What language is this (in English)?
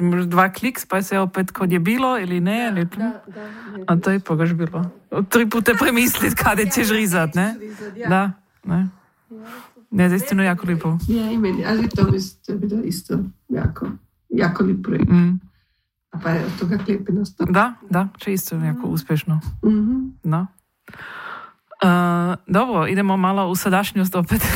Croatian